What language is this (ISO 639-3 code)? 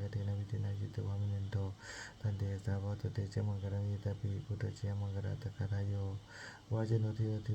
pli